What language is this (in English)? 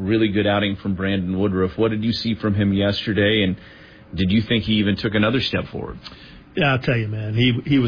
English